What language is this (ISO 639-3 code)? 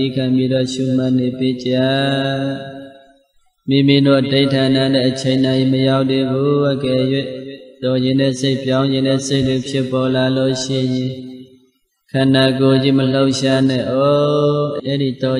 mya